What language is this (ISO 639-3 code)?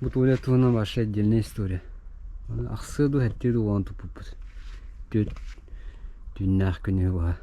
sah